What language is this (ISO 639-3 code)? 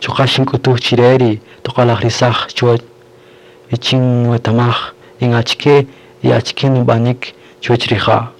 cak